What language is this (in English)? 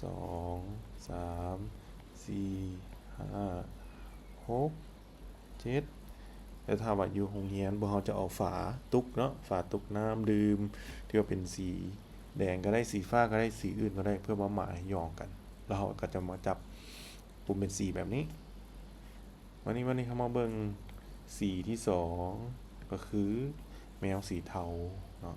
Lao